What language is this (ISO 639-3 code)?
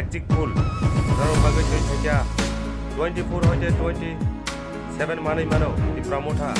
trp